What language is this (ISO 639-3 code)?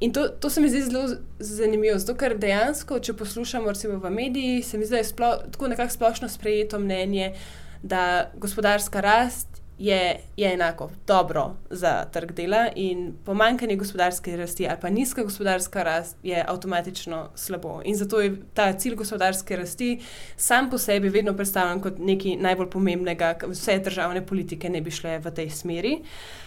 slv